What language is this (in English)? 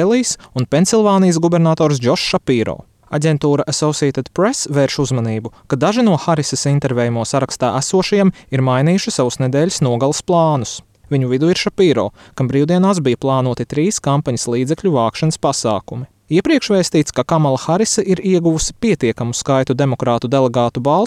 Latvian